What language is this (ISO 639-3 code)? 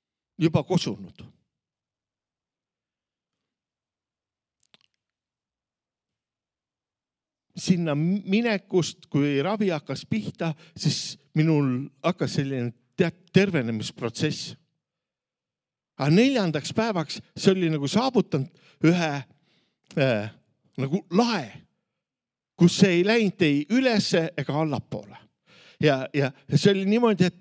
est